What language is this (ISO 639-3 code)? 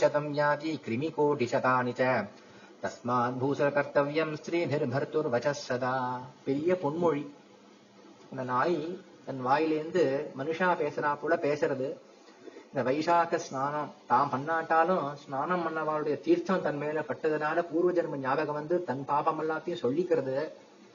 tam